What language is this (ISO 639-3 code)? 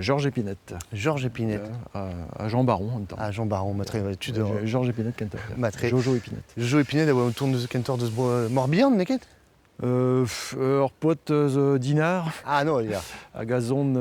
bre